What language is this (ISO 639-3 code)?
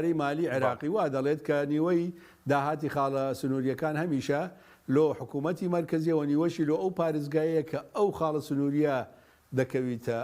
ckb